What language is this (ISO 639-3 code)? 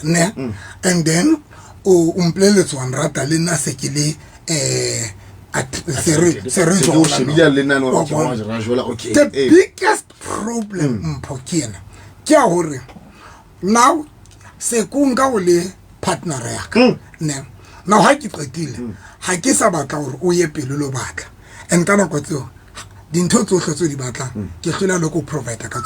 sot